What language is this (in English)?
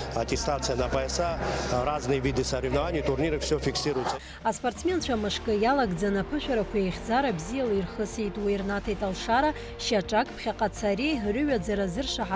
Abkhazian